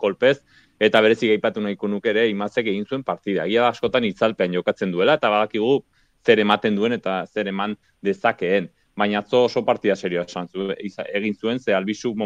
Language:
Basque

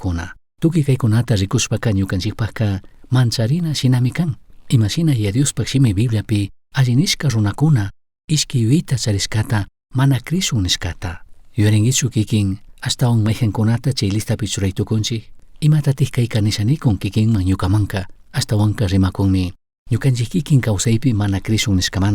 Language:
Chimborazo Highland Quichua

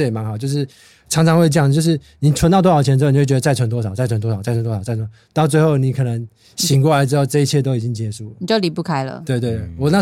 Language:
Chinese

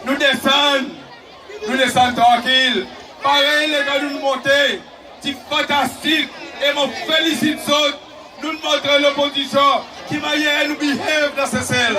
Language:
Seselwa Creole French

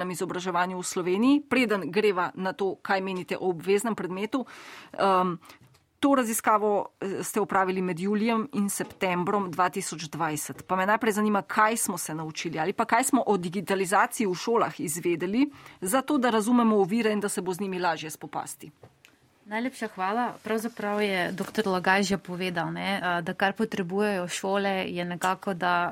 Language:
Slovenian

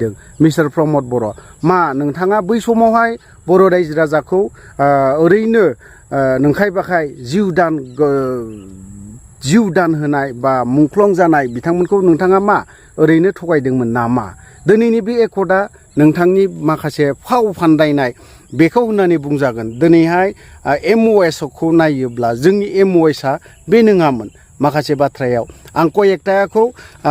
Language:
Bodo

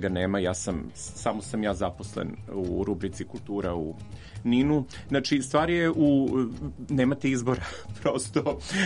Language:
Serbian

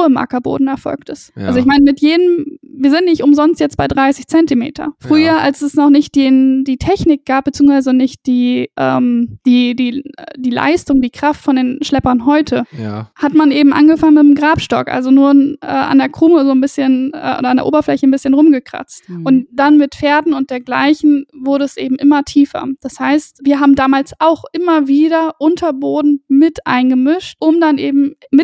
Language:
German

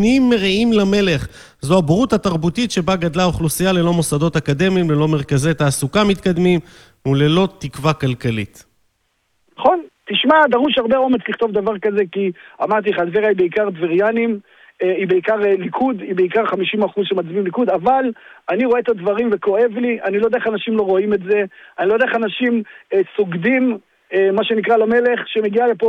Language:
Hebrew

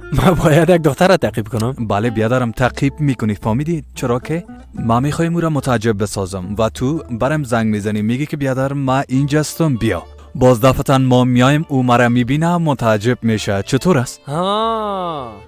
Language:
Persian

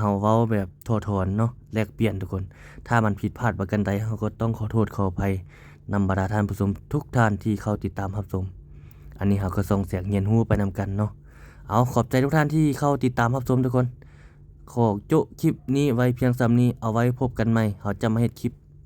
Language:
Lao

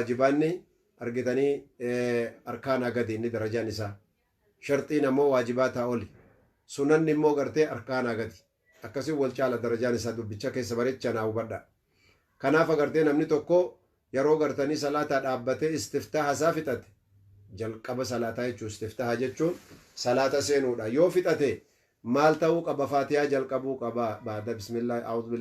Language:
Oromo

